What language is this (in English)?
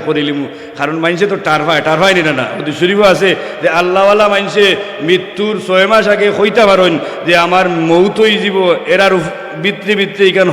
Sylheti